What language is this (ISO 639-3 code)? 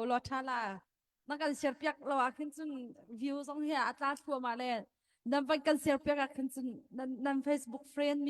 cnh